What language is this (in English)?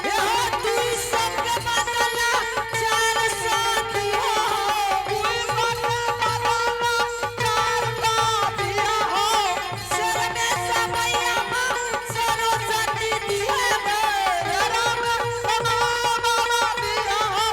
Angika